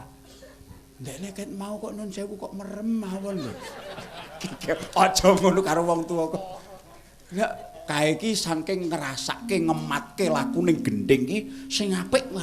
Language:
Javanese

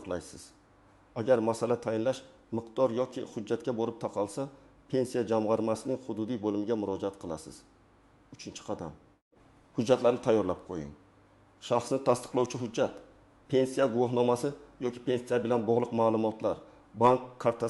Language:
Uzbek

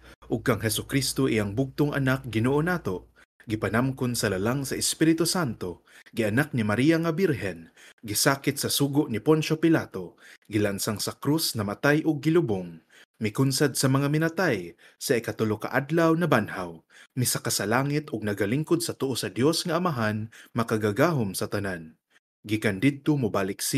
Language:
Cebuano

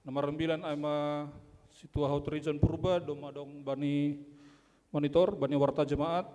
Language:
Batak Simalungun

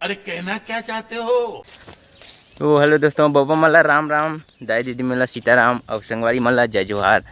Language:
Chhattisgarhi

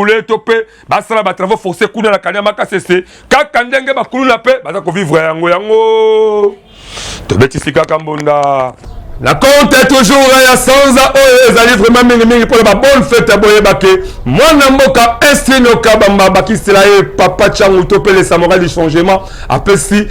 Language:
Lingala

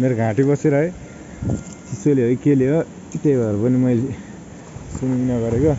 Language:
Nepali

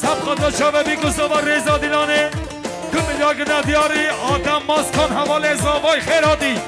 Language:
Kurdish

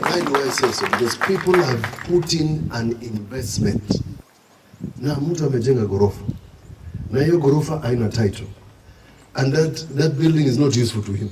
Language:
Kamba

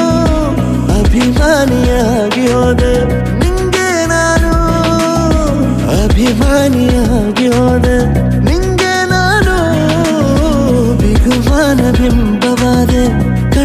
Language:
Kannada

